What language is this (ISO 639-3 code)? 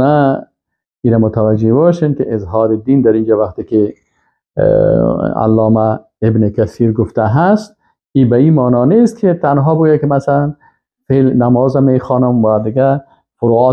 fas